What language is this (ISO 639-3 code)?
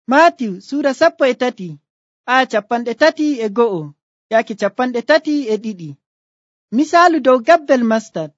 fuv